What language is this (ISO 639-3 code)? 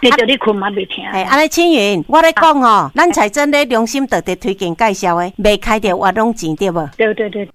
nan